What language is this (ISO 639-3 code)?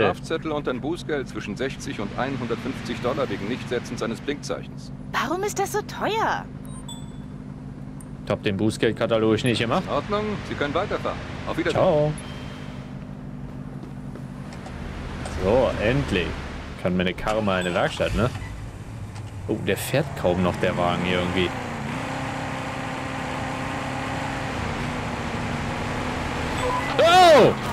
deu